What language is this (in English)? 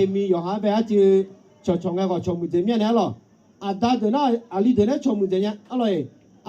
Akha